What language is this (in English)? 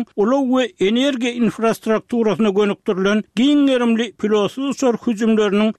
Turkmen